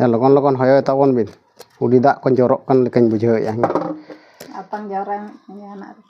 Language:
Santali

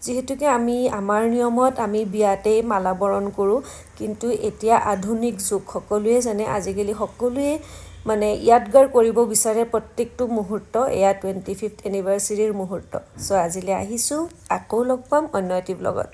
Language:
Assamese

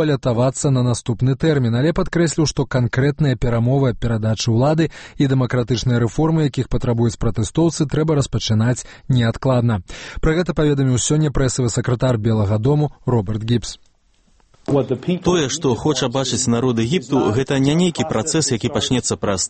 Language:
Belarusian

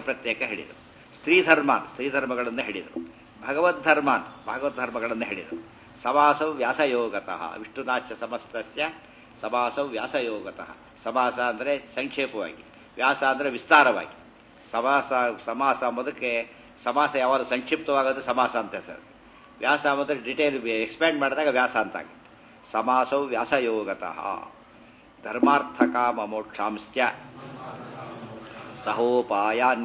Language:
Kannada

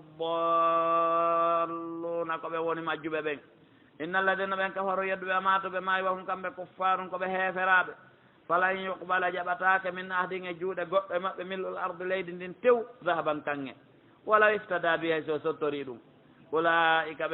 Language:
Pular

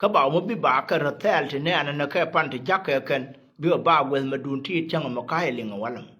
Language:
Nuer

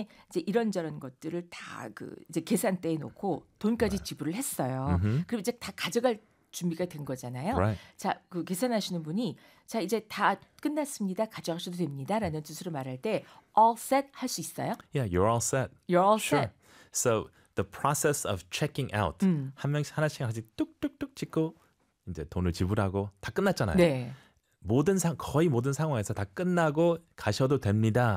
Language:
Korean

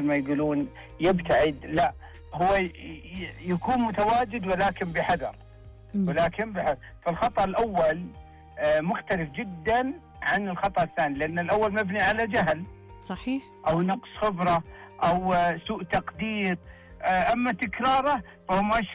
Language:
Najdi Arabic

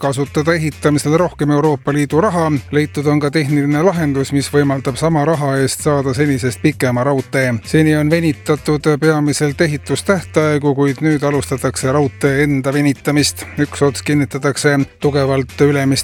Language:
Estonian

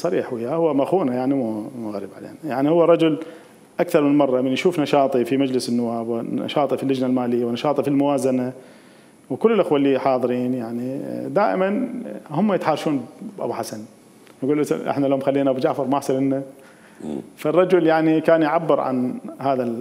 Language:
Mesopotamian Arabic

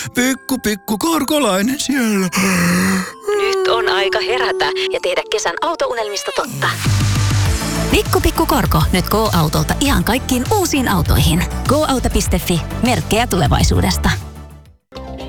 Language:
Finnish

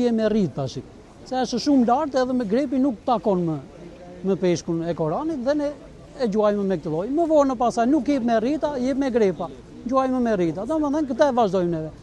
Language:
Albanian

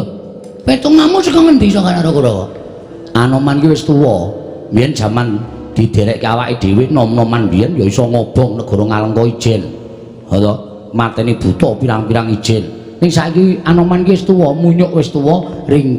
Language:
Javanese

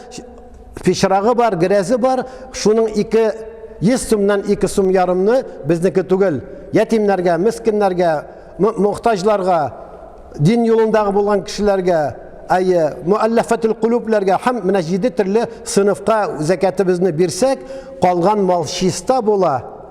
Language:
Tatar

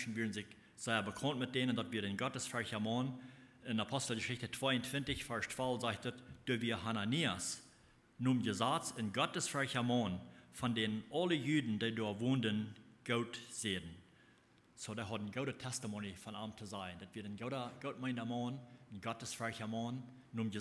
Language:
Plautdietsch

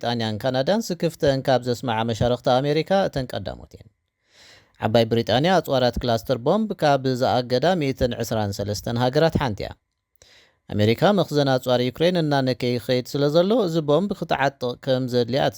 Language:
Tigrinya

